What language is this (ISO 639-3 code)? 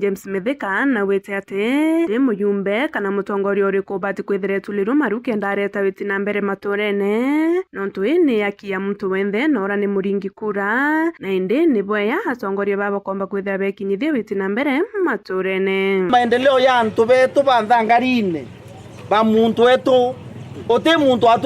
mer